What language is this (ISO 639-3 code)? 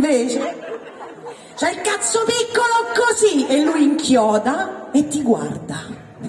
ita